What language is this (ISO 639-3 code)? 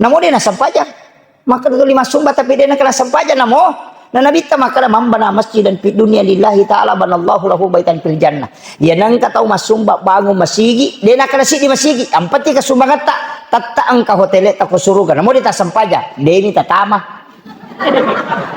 bug